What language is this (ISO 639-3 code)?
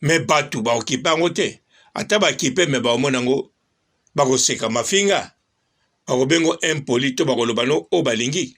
lin